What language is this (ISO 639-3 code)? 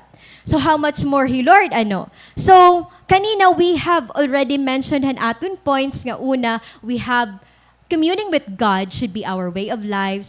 war